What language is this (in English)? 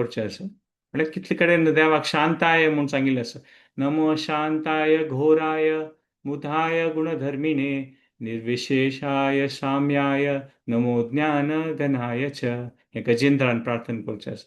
Konkani